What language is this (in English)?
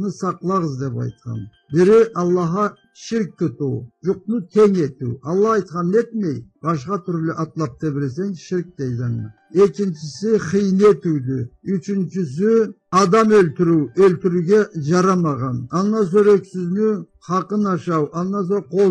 Karachay-Balkar